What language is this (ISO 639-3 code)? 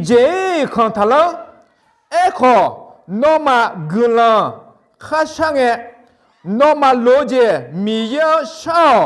ahk